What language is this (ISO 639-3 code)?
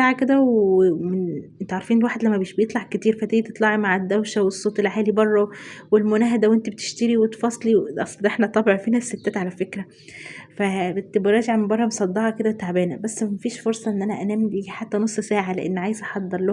arz